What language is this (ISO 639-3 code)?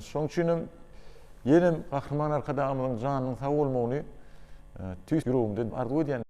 tuk